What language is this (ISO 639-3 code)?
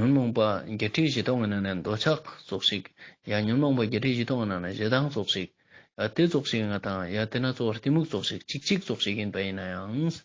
lbj